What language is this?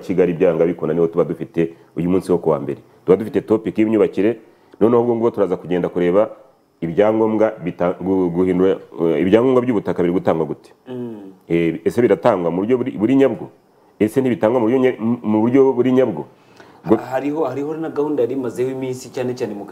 Kinyarwanda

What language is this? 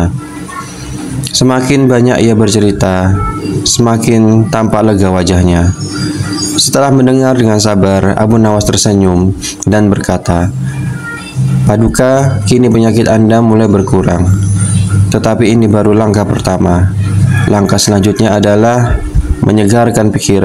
Indonesian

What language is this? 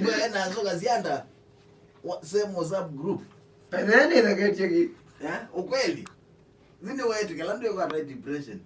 Kamba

